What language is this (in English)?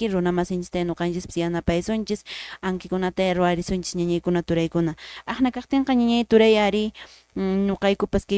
Quechua